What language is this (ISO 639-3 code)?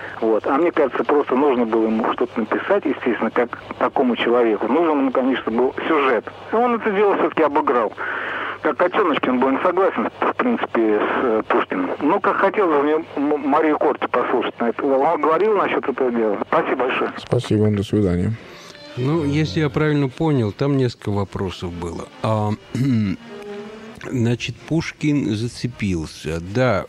rus